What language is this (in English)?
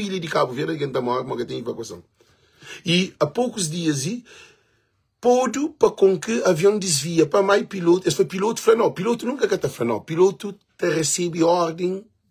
Kabuverdianu